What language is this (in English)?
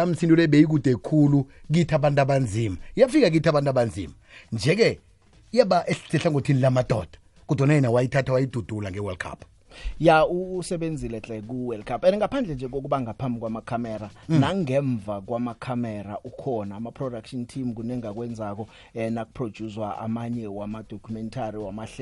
South Ndebele